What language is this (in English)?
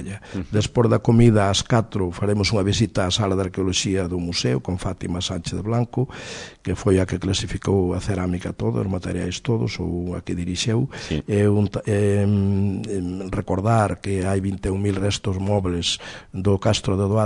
Galician